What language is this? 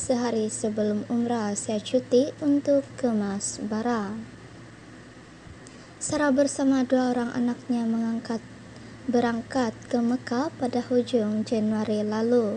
Malay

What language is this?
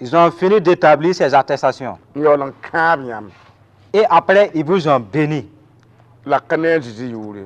Mossi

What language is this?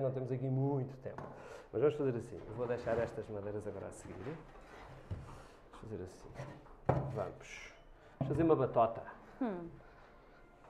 Portuguese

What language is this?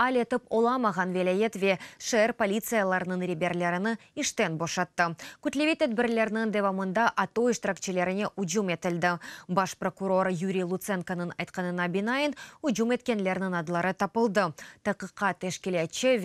Crimean Tatar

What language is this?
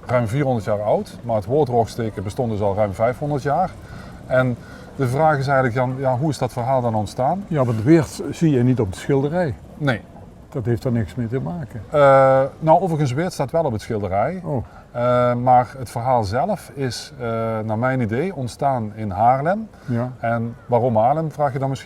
Limburgish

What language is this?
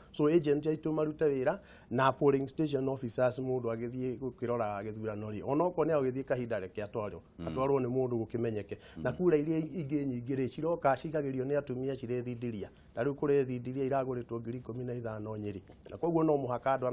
Kikuyu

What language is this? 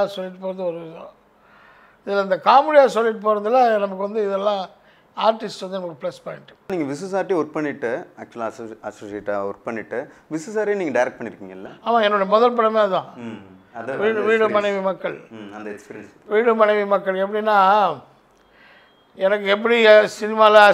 Tamil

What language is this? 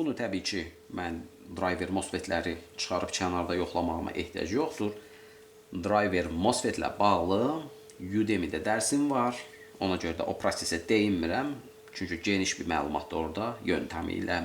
Azerbaijani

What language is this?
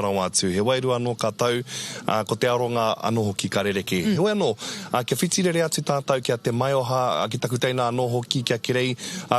Māori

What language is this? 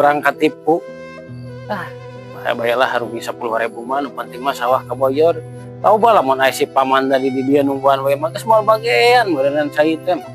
Sundanese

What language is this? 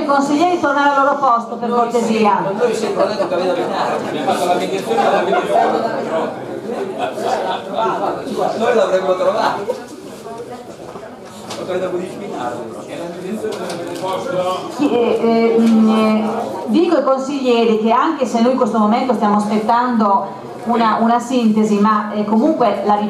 Italian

